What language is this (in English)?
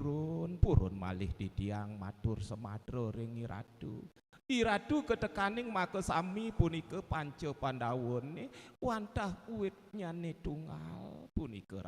Balinese